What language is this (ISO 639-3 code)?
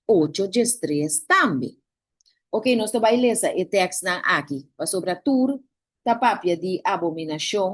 pap